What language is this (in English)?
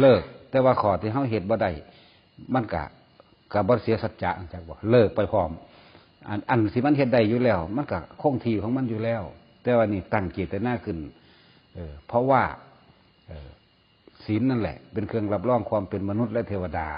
Northeastern Thai